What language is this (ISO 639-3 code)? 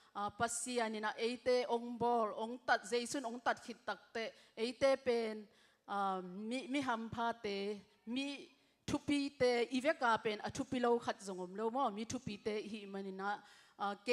ctd